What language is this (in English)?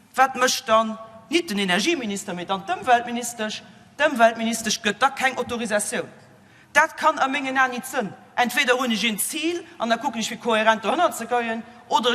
Luxembourgish